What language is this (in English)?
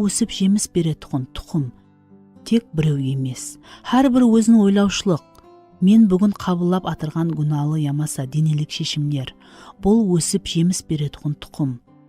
Kara-Kalpak